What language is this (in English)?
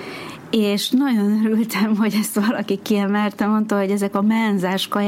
Hungarian